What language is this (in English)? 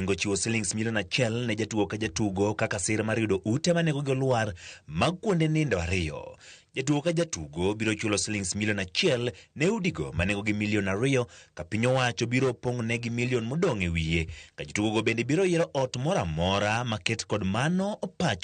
Luo (Kenya and Tanzania)